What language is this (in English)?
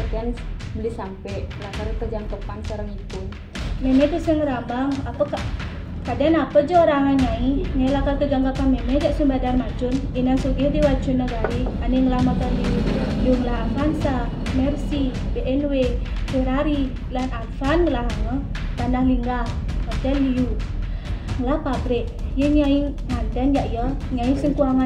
Balinese